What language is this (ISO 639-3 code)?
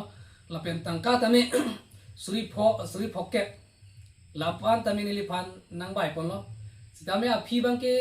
mjw